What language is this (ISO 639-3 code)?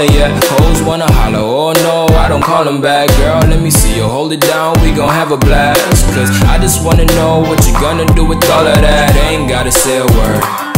eng